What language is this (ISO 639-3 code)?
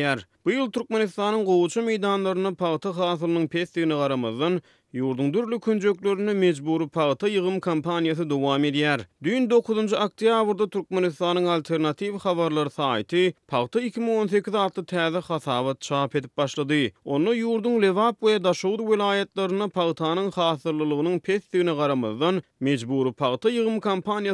tuk